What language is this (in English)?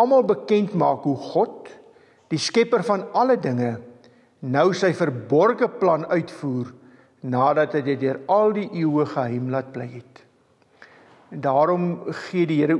Afrikaans